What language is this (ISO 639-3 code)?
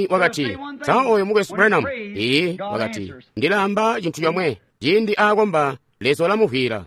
toi